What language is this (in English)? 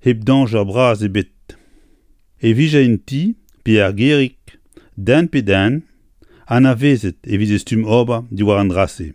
Breton